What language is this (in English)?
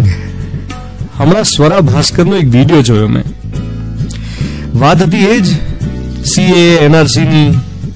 Gujarati